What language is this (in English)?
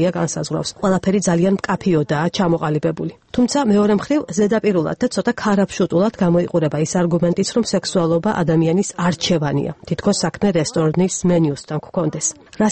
Georgian